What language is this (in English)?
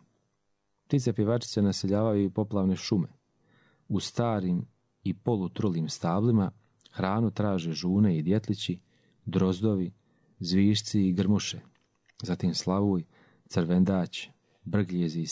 Croatian